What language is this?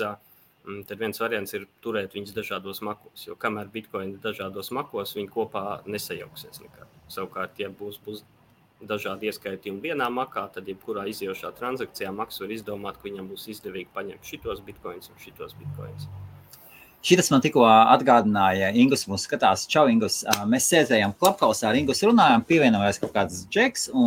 Latvian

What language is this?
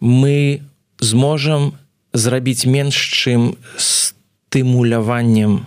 Belarusian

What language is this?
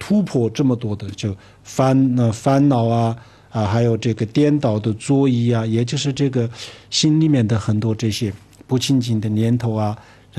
Chinese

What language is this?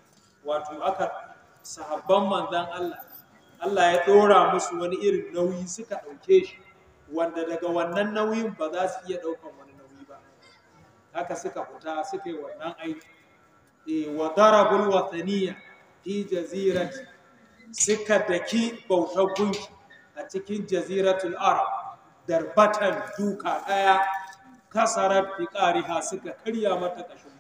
Hausa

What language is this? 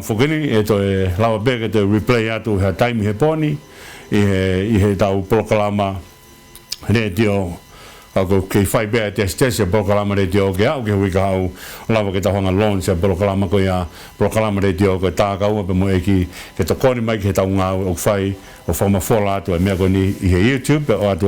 Tongan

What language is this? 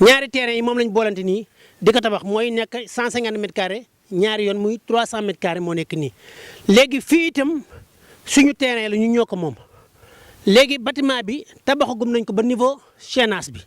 Wolof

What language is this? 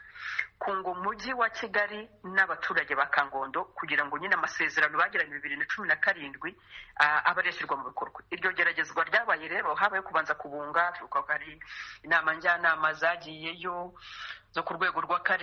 Kinyarwanda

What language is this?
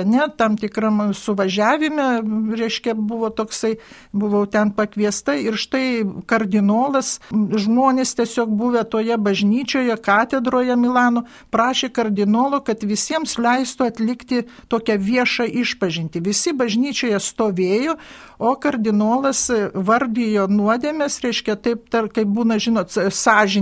Lithuanian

